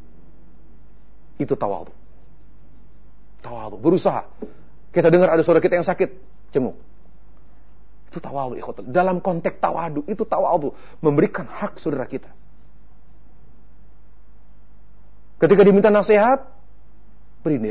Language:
Indonesian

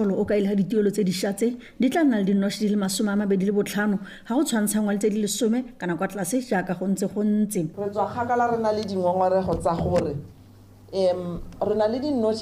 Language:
Tswana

